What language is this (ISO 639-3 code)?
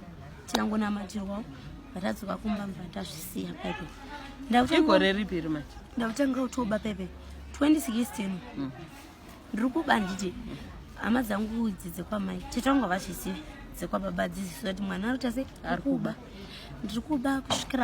sna